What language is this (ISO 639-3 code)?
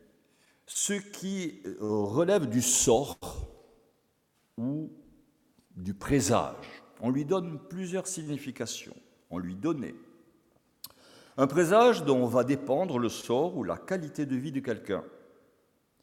fra